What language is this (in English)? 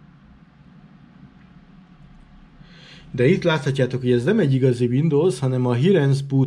Hungarian